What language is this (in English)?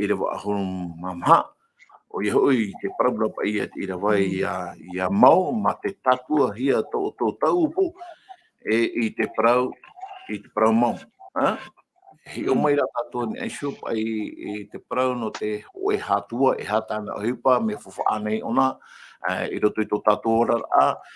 Tahitian